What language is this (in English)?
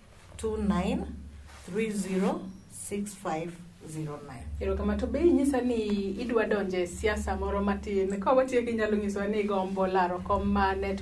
Luo (Kenya and Tanzania)